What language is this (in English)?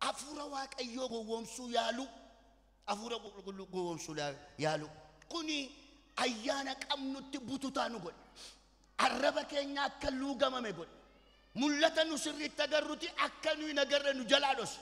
Oromo